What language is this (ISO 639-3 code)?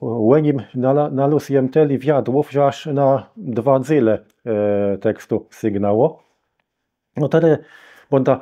csb